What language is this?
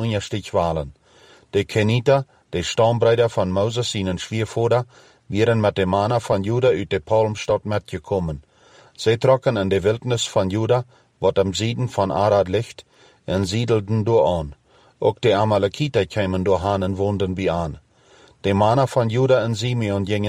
Plautdietsch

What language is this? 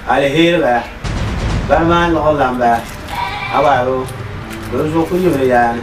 Dagbani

